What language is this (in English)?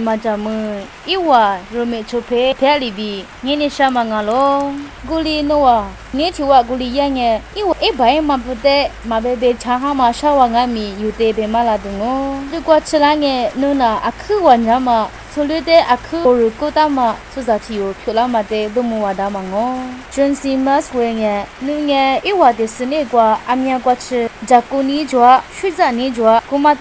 Lisu